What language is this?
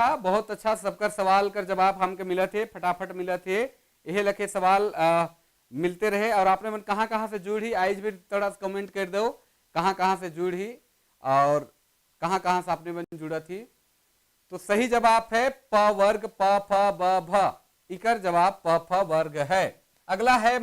Sadri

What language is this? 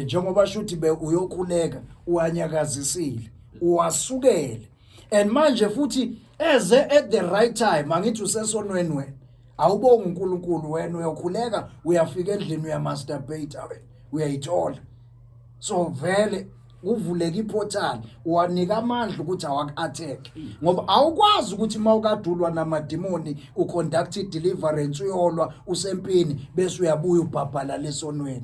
Zulu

